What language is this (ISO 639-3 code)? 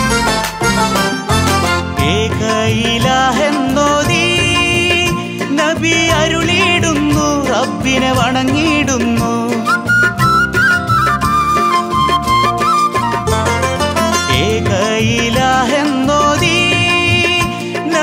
mal